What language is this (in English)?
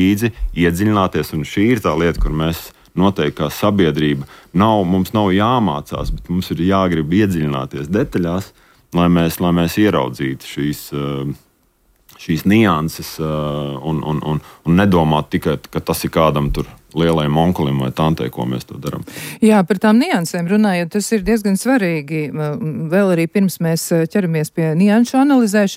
Latvian